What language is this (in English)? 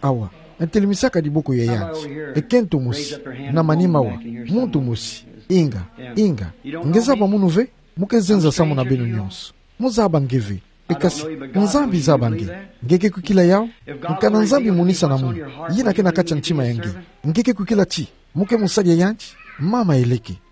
Kituba (Democratic Republic of Congo)